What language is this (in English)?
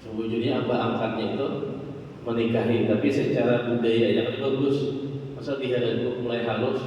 Banjar